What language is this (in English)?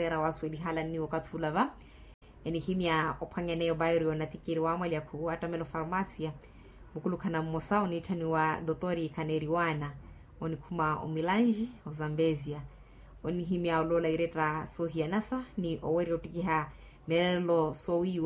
Makhuwa